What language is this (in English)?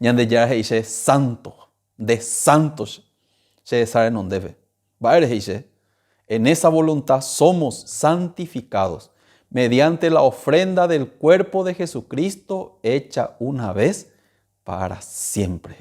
Guarani